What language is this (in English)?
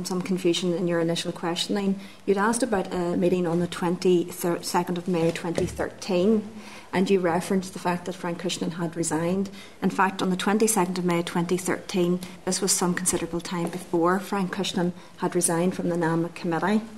English